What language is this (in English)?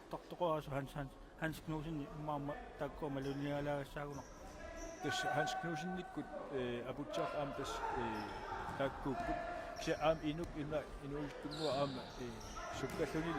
Kalaallisut